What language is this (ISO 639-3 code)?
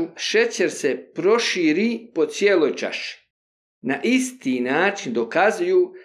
bos